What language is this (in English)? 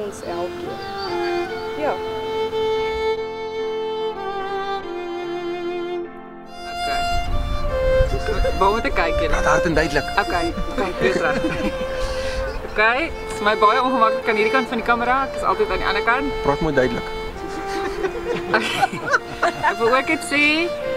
Afrikaans